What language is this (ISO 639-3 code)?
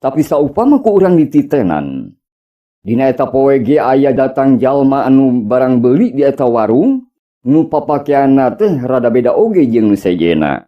sun